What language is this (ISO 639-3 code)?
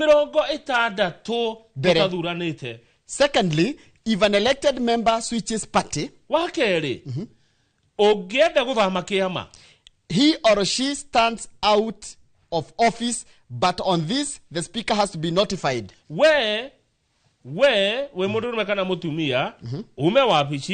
kik